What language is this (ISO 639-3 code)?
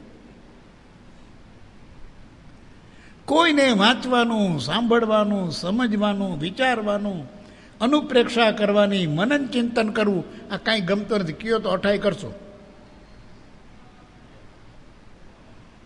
guj